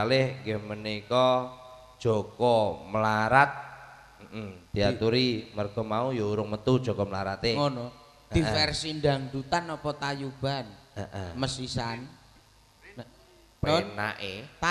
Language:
Javanese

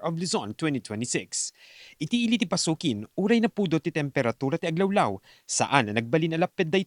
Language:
Iloko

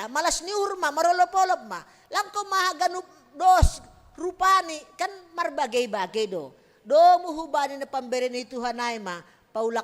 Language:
Batak Simalungun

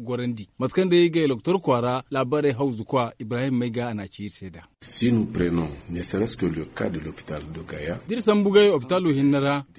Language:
Zarma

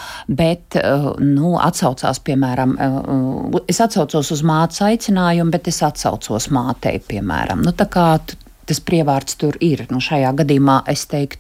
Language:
Latvian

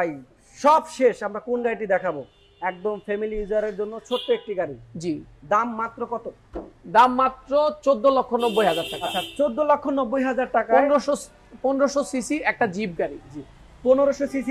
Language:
Bangla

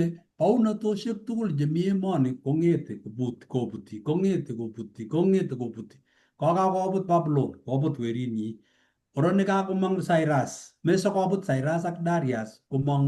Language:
Kalenjin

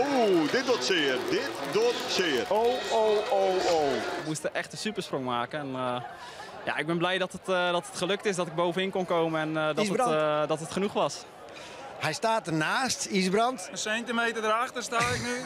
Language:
Western Frisian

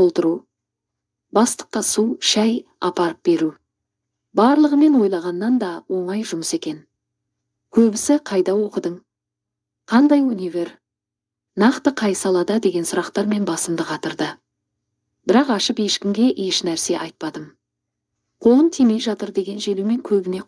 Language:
Kazakh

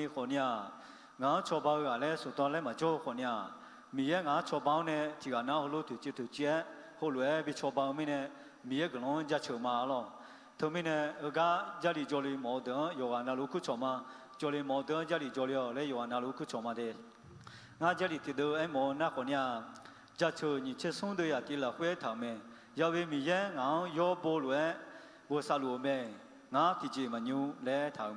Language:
Akha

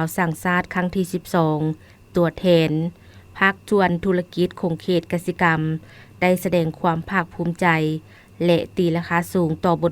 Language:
Lao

